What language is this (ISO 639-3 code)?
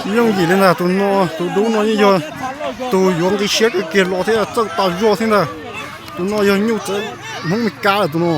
hmn